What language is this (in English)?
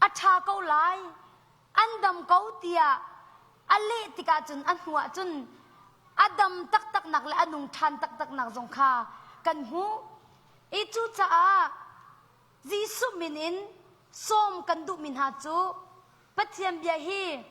Hakha Chin